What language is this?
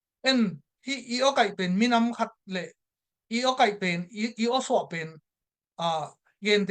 Tedim Chin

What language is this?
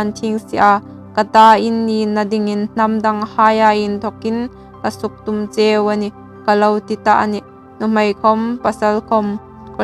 Hmar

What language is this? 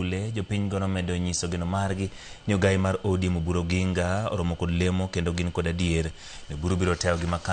Luo (Kenya and Tanzania)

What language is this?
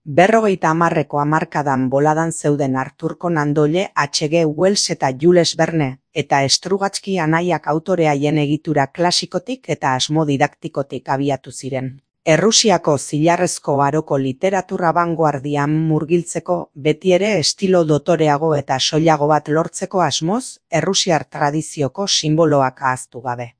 Basque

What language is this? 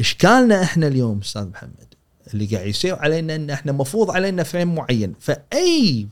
Gulf Arabic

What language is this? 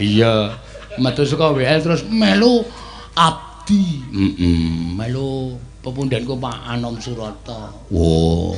Javanese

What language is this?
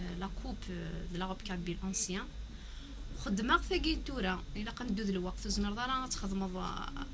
Kabyle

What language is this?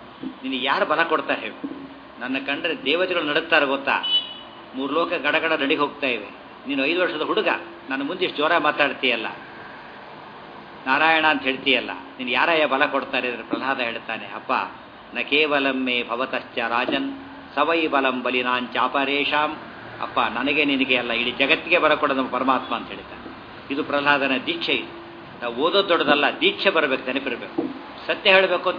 Kannada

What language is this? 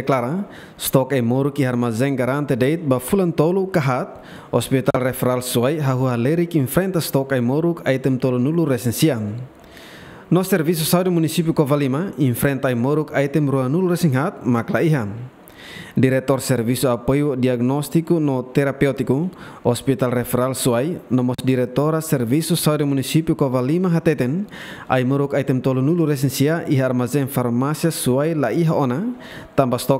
Tetum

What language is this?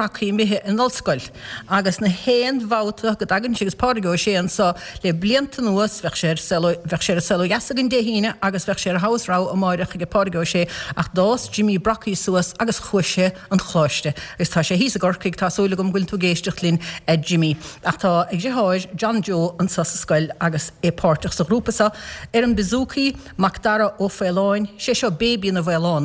Irish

